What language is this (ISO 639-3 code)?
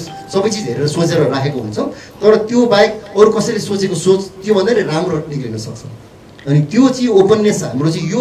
nep